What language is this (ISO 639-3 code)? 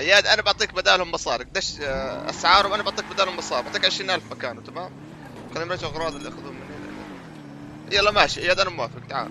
apc